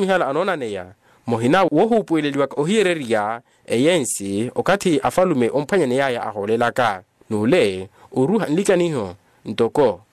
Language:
Makhuwa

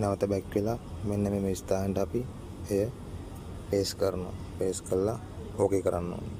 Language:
Sinhala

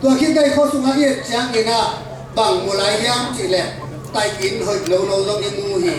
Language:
Tedim Chin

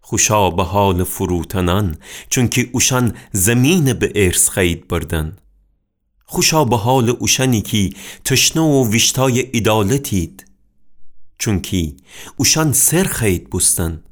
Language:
Gilaki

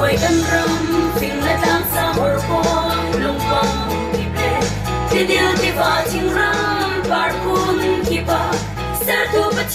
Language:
Hakha Chin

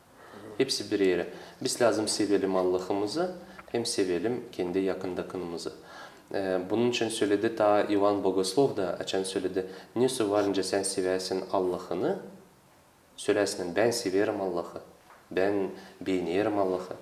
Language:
Gagauz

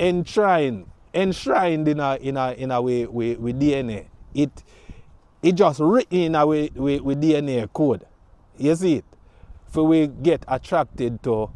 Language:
Jamaican Creole English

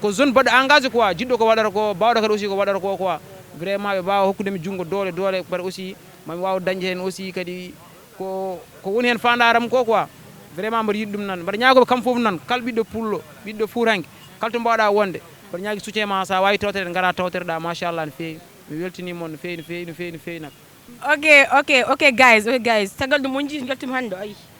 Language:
Fula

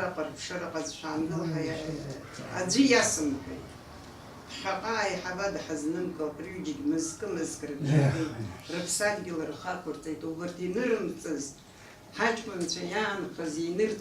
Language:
Abkhazian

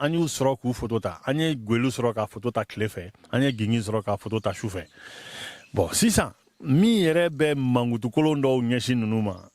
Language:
Bambara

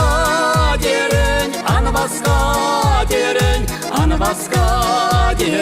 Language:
Chuvash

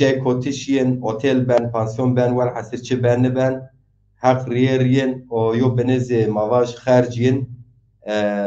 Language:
Zaza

